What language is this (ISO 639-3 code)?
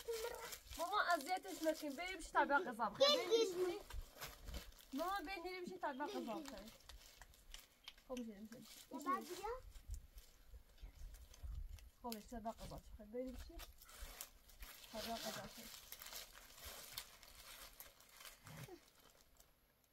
fas